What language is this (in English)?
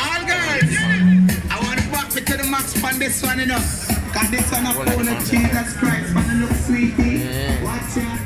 Jamaican Creole English